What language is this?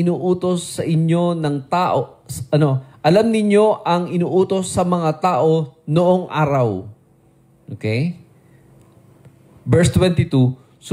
Filipino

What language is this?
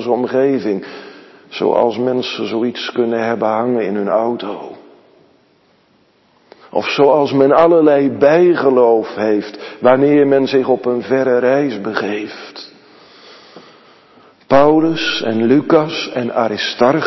Dutch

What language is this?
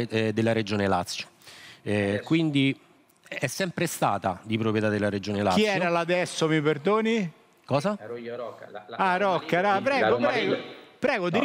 Italian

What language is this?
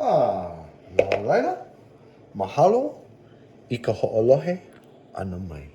Hawaiian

